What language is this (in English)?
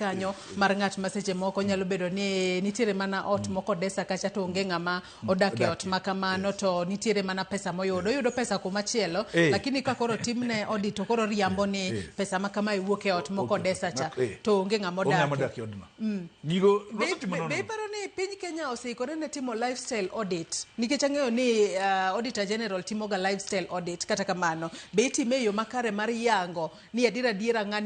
Luo (Kenya and Tanzania)